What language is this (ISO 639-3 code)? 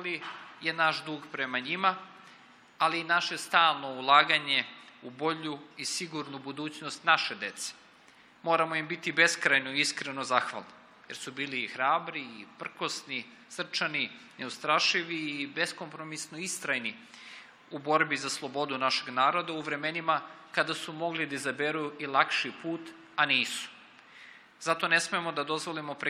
srp